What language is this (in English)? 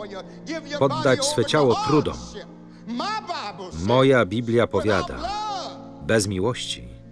Polish